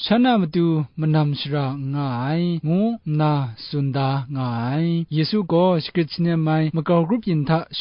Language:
Kachin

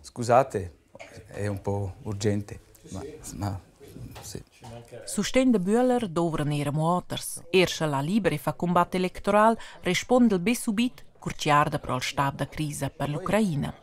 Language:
Romansh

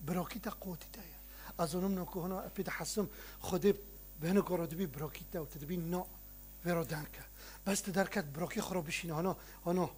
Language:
Kurdish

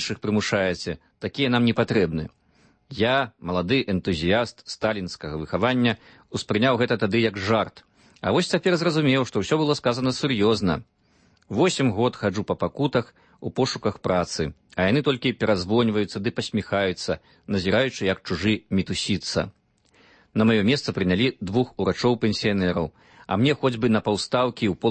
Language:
Belarusian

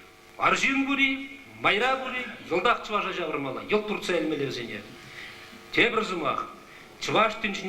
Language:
Chuvash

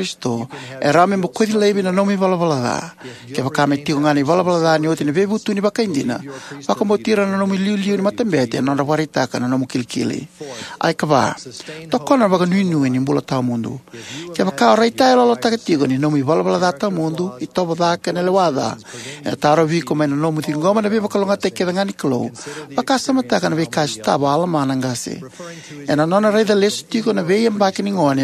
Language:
Fijian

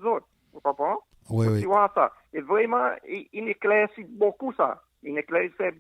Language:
Seselwa Creole French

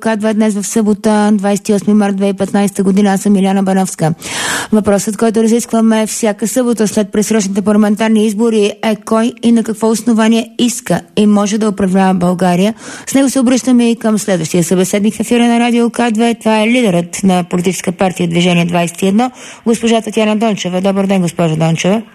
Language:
Bulgarian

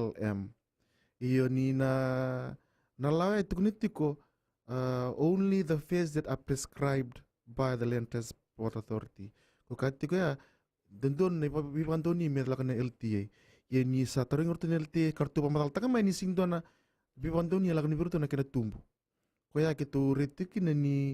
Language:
Fijian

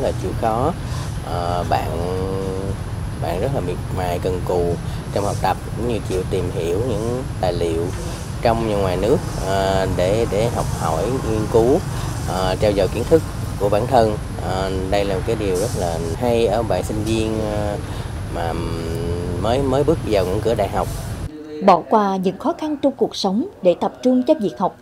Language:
Vietnamese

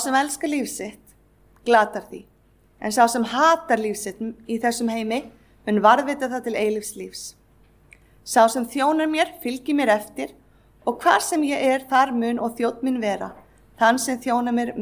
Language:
Icelandic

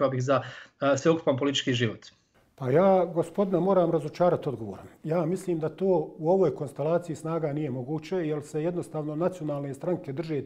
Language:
Bosnian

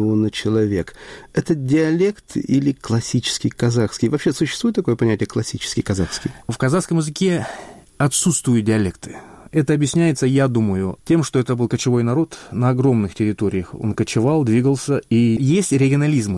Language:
Russian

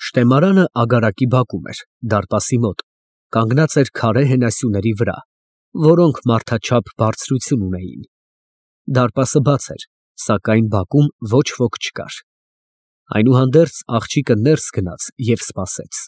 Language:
Armenian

